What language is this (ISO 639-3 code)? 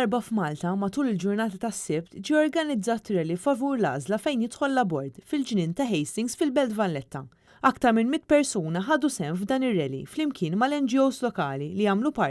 mlt